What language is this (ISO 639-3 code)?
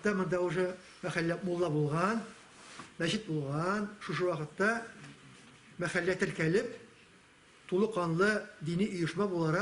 tat